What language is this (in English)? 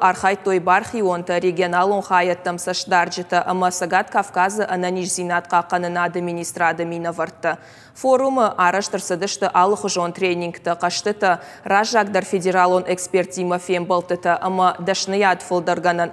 Ossetic